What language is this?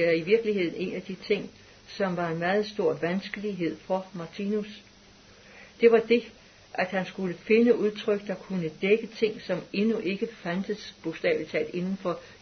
Danish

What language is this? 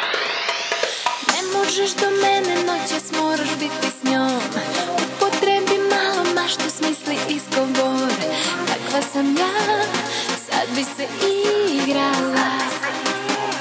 Serbian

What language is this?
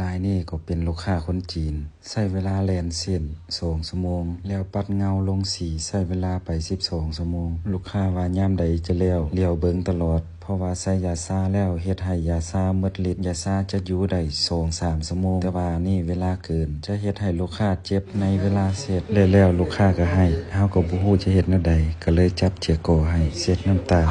Lao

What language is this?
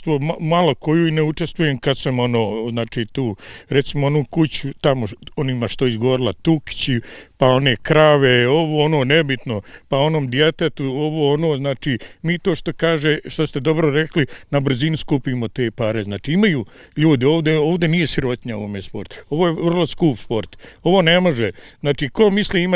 Bosnian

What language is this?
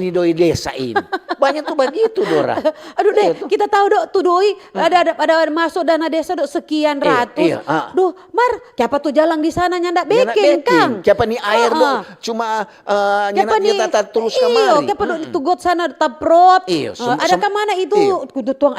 Manado Malay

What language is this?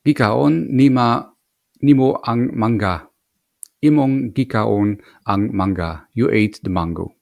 Cebuano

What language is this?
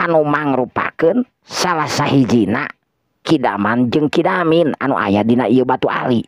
Sundanese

